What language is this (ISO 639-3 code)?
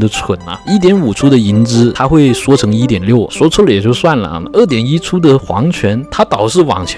zho